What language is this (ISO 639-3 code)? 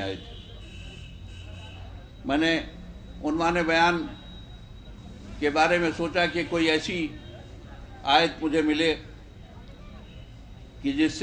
urd